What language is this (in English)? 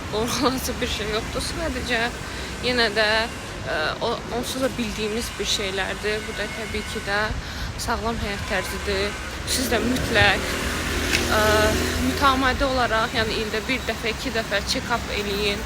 Azerbaijani